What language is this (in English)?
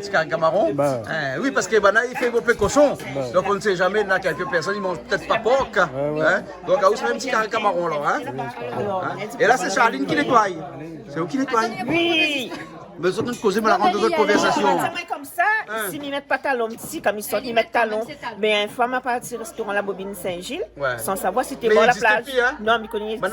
Réunion Creole French